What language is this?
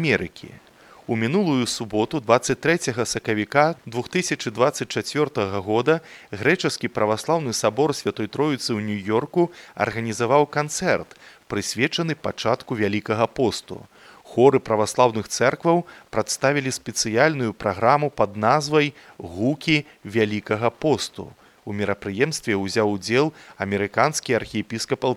Belarusian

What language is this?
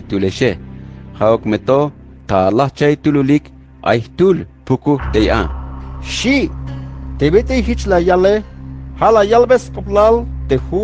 Tzeltal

